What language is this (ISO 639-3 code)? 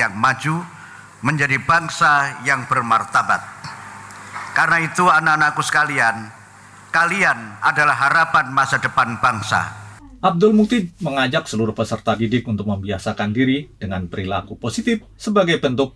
ind